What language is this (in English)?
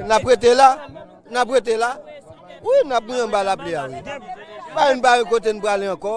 Haitian Creole